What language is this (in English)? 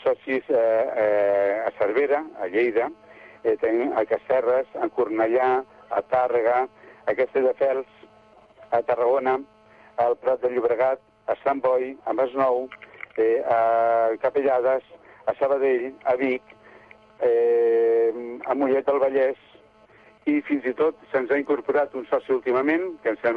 Catalan